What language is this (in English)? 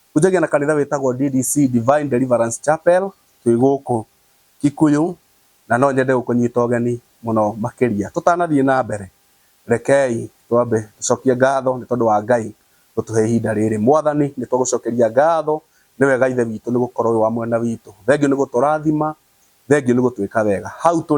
Kikuyu